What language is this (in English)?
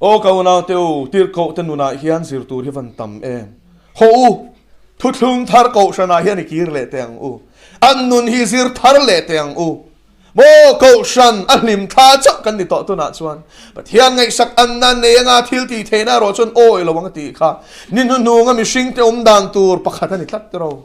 Mizo